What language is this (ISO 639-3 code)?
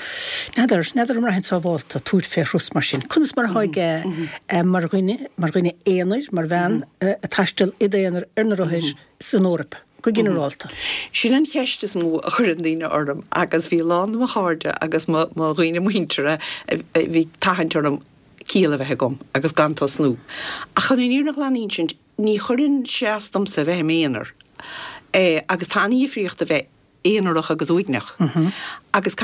gle